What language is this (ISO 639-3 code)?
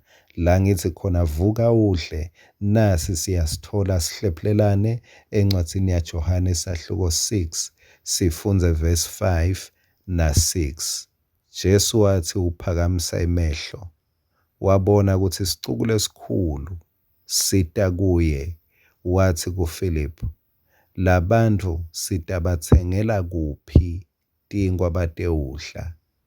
ssw